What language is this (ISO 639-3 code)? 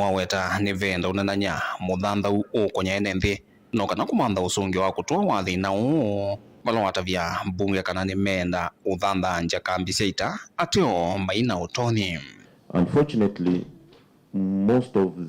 kam